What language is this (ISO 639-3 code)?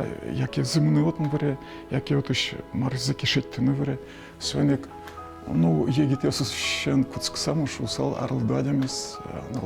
udm